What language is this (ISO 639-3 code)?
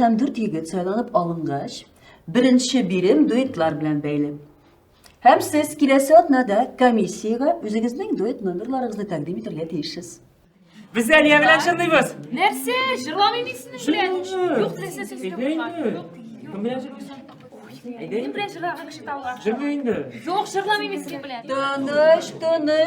tat